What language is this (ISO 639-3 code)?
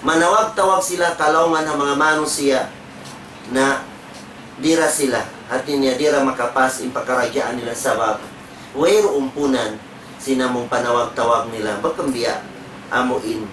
tsg